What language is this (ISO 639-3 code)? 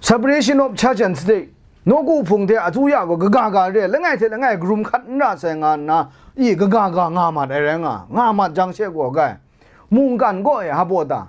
kac